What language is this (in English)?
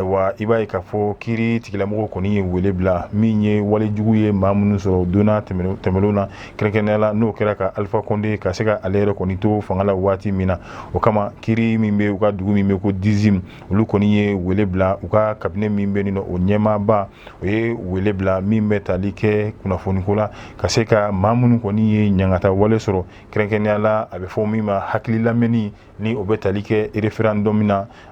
Bambara